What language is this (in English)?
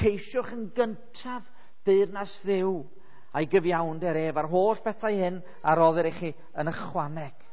Welsh